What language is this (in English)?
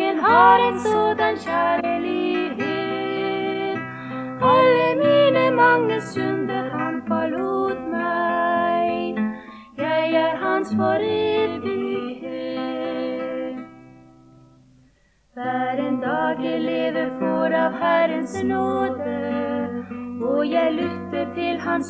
Norwegian